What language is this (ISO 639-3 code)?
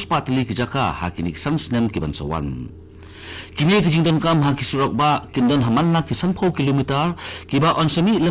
kha